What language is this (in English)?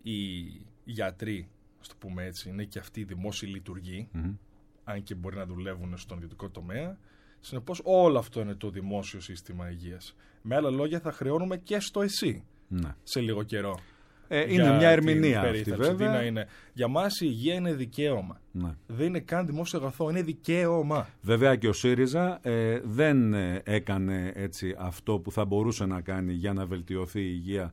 Greek